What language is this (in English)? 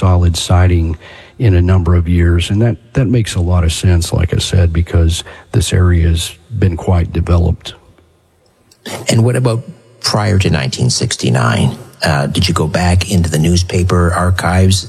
English